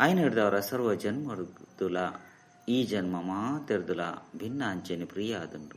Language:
Tulu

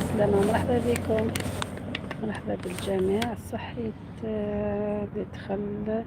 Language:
Algerian Arabic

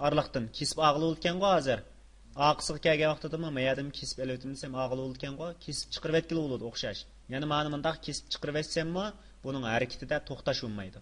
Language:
Uyghur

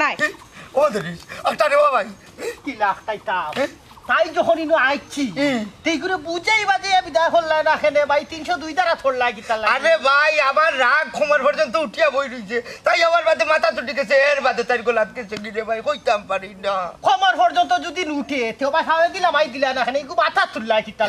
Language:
Sylheti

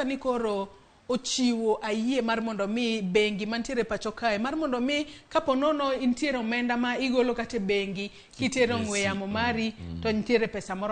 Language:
Luo (Kenya and Tanzania)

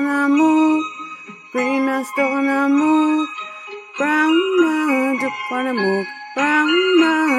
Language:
Mi'kmaw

